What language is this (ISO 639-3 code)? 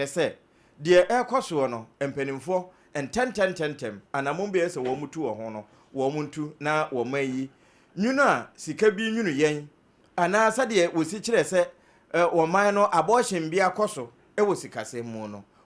aka